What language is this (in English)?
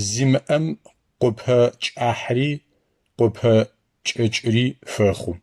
Adyghe